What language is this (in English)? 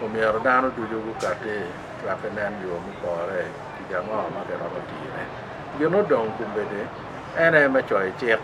Acoli